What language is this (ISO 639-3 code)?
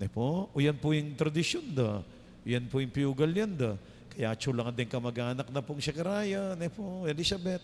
pam